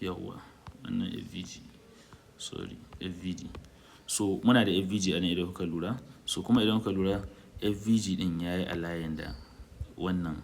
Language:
Hausa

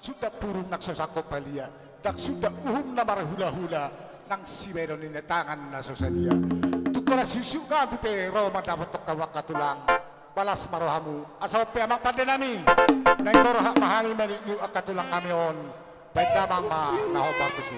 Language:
Batak Toba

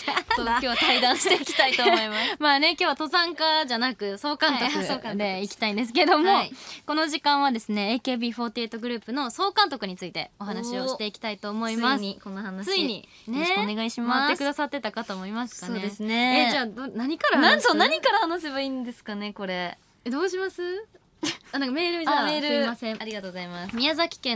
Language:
Japanese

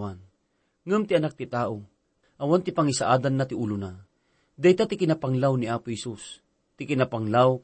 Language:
Iloko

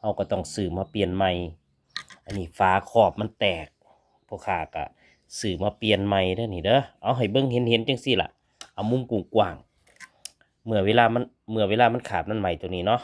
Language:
Northeastern Thai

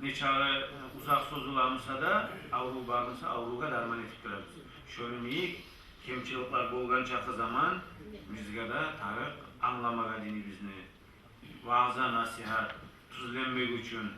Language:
Kumyk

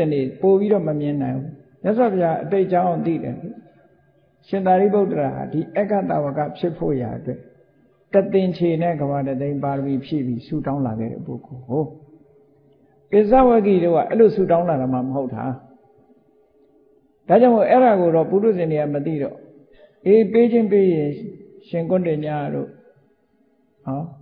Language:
Burmese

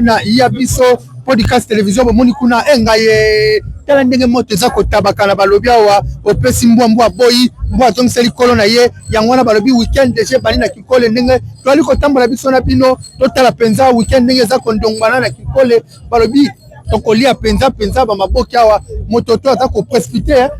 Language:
Lingala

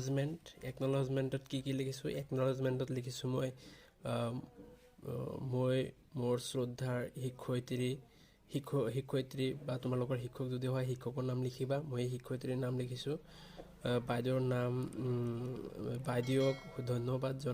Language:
Assamese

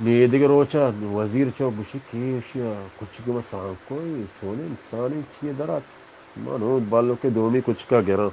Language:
Baluchi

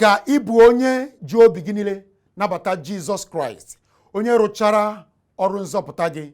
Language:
Igbo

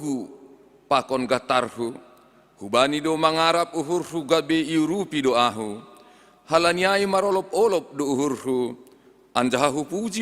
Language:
Batak Simalungun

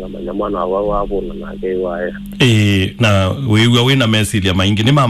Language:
Kamba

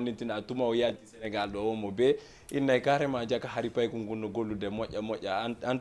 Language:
Fula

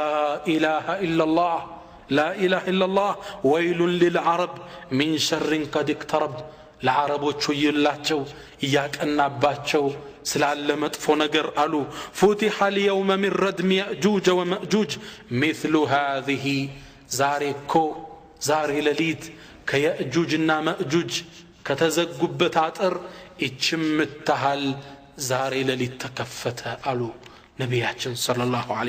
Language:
Amharic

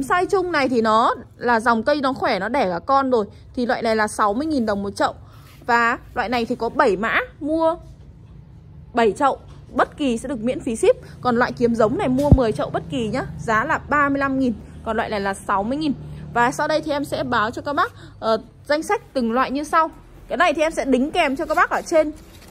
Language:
Vietnamese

